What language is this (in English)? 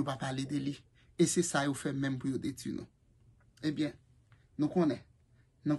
Haitian Creole